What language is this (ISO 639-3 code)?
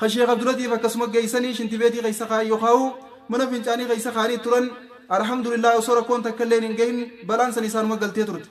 orm